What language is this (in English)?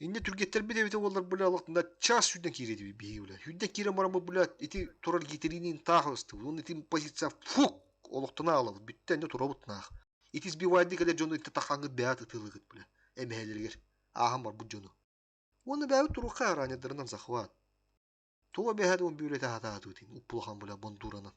Yakut